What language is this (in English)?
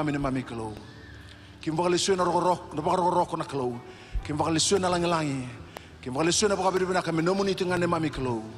Fijian